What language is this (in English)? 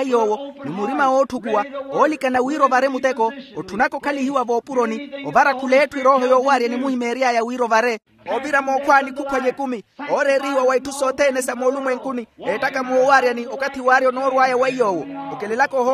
Makhuwa